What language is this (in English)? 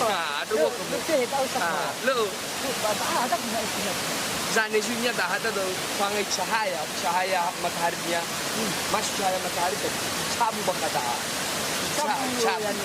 Nias